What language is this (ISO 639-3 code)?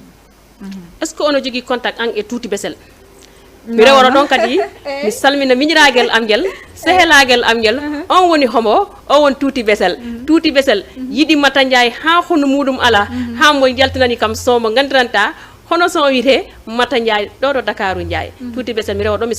ful